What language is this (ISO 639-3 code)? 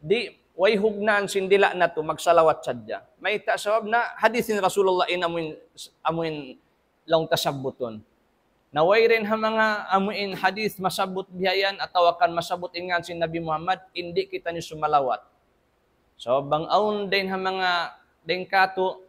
tsg